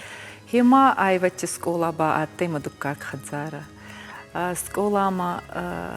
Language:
Ossetic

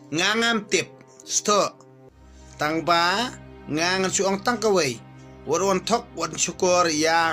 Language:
Khasi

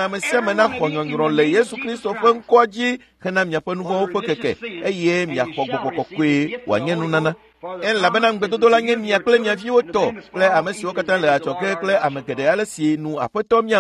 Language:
Ewe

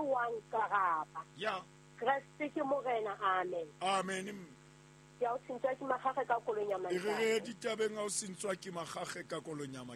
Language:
Southern Sotho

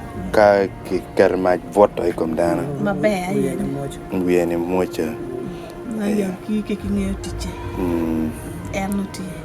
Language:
Acoli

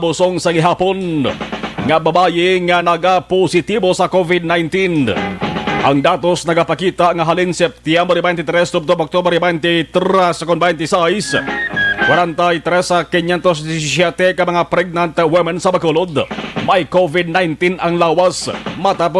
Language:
Hiligaynon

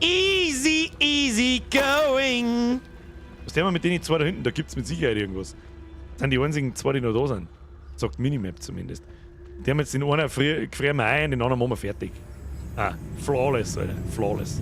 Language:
Bavarian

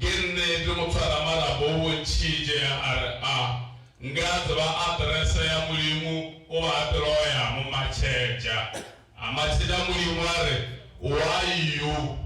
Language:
Northern Sotho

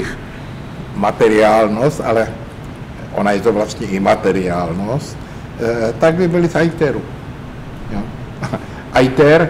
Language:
Czech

